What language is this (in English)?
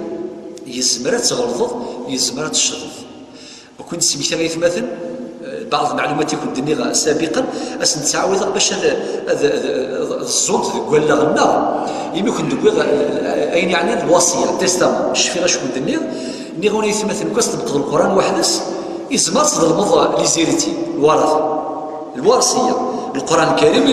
Kabyle